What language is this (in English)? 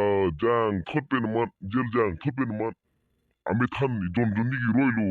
Karbi